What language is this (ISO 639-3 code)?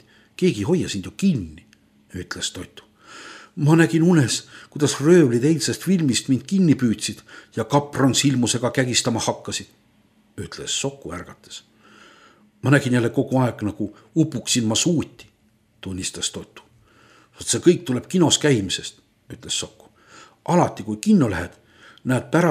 est